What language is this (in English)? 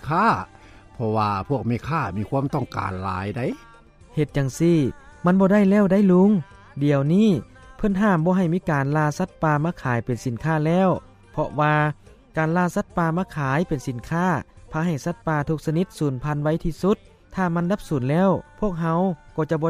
Lao